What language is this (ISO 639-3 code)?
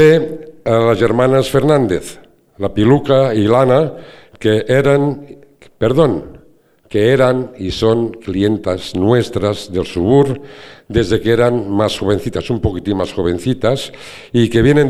cat